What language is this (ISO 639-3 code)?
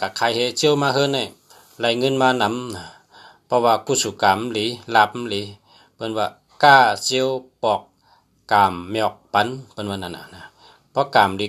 shn